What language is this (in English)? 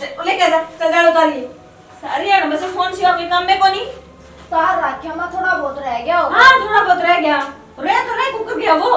Haryanvi